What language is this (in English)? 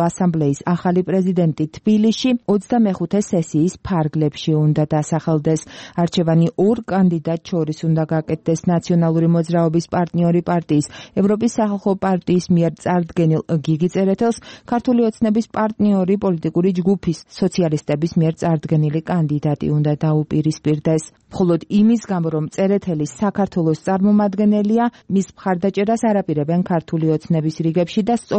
Georgian